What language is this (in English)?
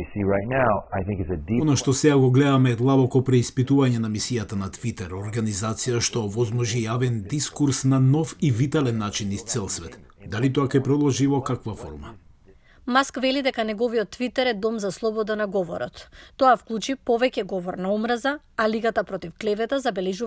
Macedonian